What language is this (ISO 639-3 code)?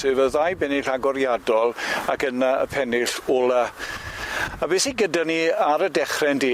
cym